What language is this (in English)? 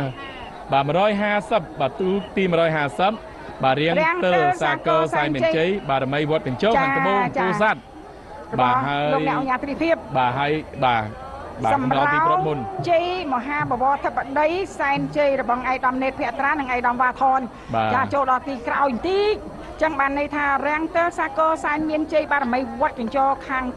Khmer